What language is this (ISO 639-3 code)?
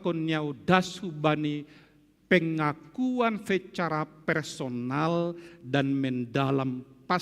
bts